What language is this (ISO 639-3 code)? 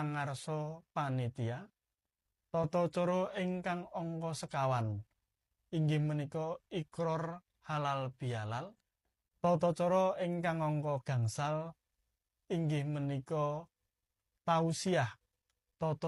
jav